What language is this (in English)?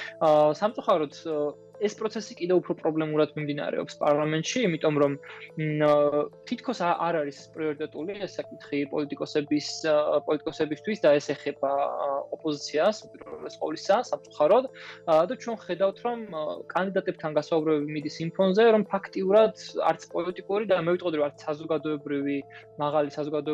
Georgian